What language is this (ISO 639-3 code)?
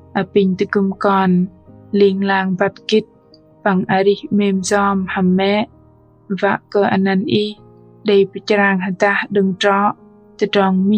bdq